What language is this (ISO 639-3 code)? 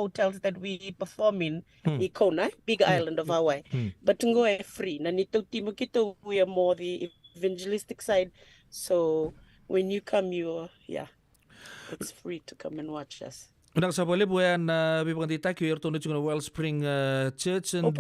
fij